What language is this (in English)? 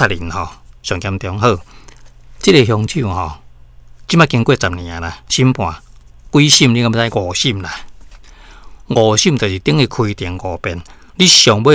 Min Nan Chinese